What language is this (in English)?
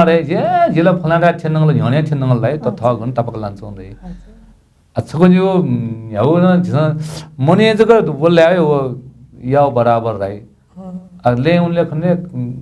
Newari